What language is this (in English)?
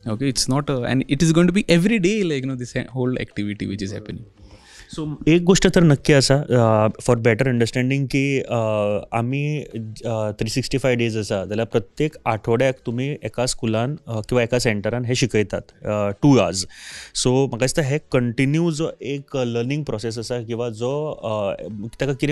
Konkani